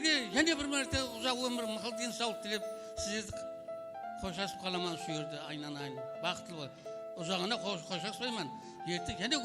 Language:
Kara-Kalpak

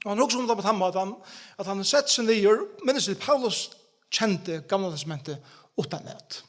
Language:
Faroese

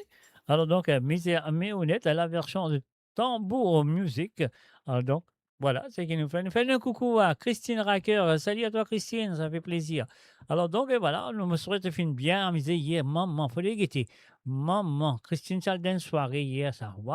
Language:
Morisyen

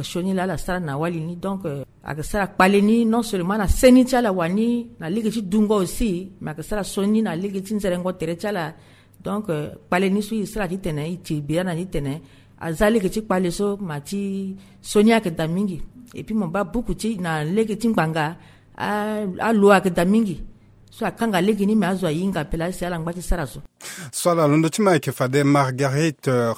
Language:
Sango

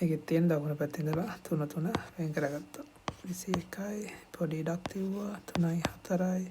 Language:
Sinhala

